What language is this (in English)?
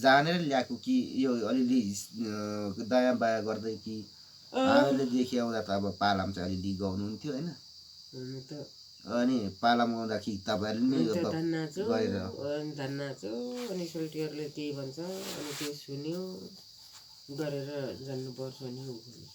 Nepali